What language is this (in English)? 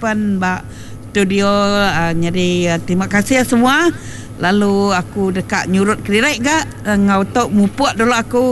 Iban